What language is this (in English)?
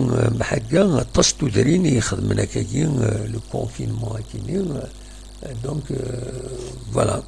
Kabyle